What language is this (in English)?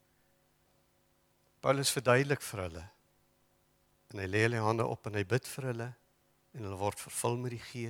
Afrikaans